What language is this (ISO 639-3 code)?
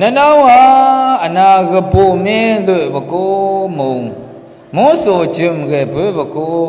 mhx